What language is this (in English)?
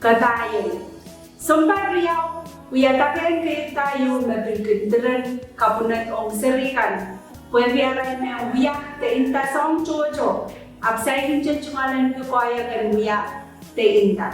Pohnpeian